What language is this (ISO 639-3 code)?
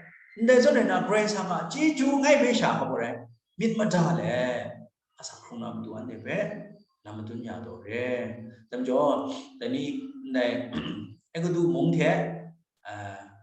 kac